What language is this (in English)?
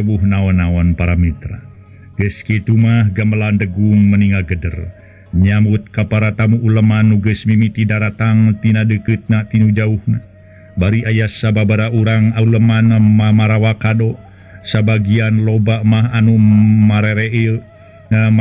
Sundanese